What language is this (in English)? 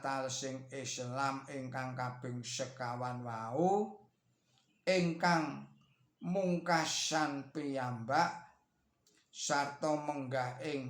Javanese